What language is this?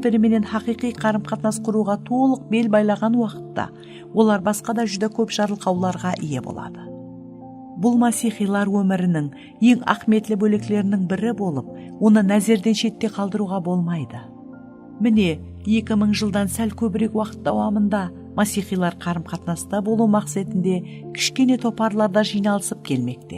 Kara-Kalpak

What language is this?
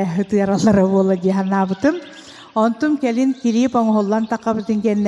Yakut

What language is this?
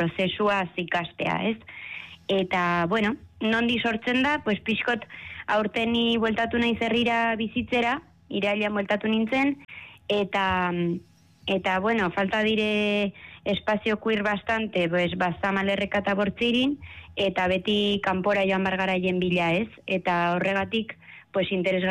Basque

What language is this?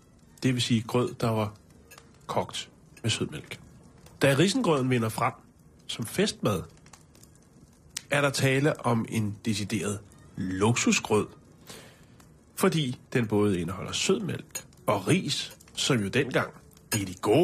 Danish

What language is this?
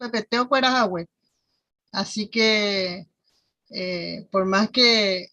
Guarani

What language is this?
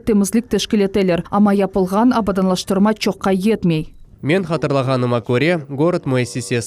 Crimean Tatar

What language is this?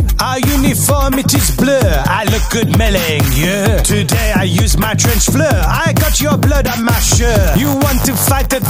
English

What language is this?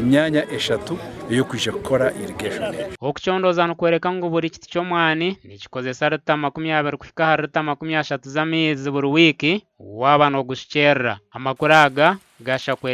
Nyankole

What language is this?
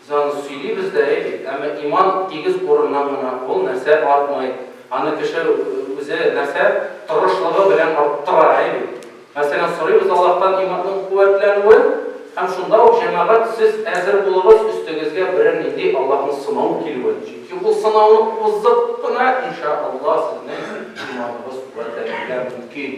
Tatar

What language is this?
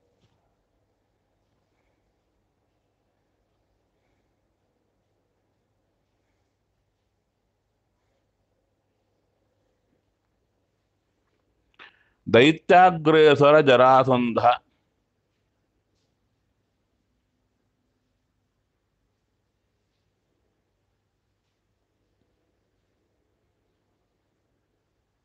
Kannada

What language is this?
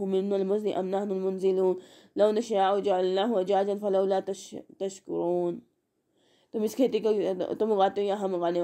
Urdu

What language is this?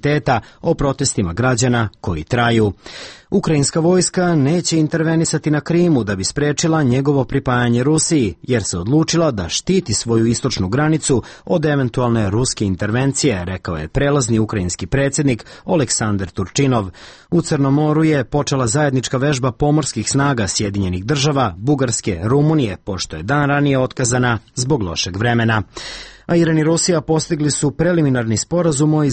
Serbian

